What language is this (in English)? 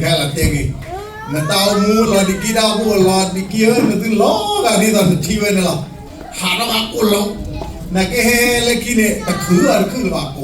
S'gaw Karen